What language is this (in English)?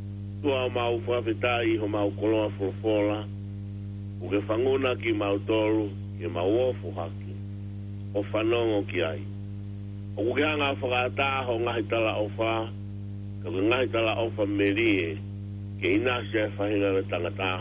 Tongan